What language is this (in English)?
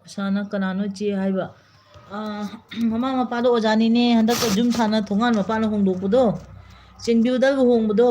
Manipuri